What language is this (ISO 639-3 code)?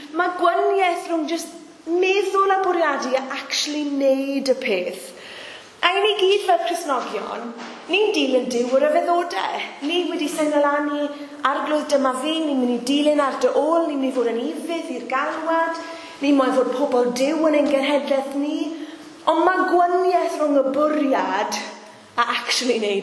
cym